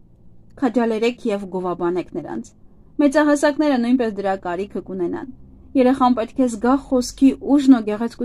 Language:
Armenian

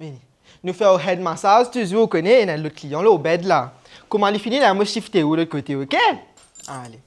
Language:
Morisyen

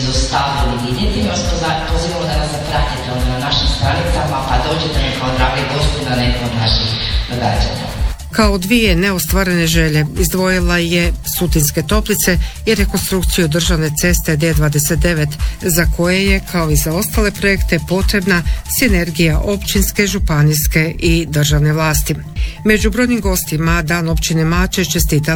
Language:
Croatian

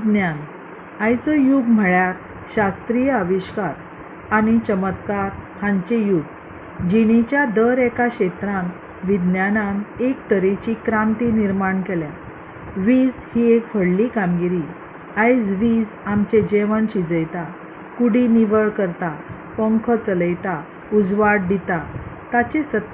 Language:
Konkani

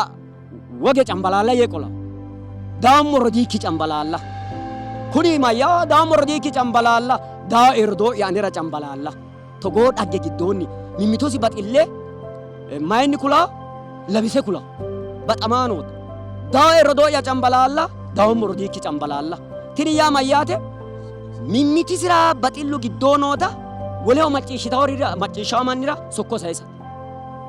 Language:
Sidamo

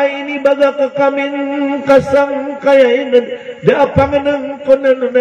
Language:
Maranao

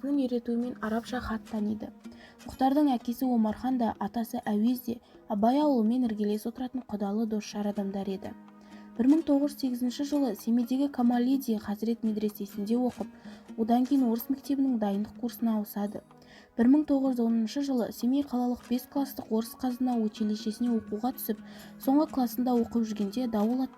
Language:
Kazakh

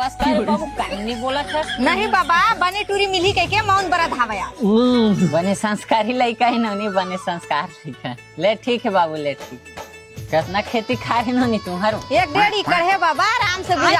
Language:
Chhattisgarhi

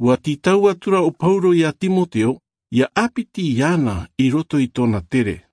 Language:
Tahitian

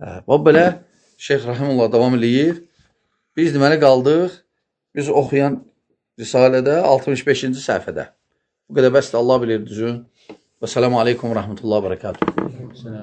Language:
Azerbaijani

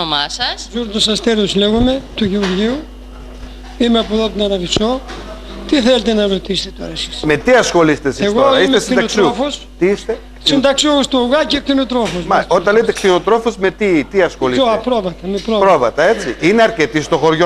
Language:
Greek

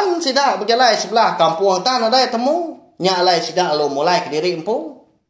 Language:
Iban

